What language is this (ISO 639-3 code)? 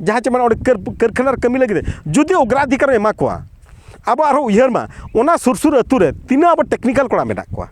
sat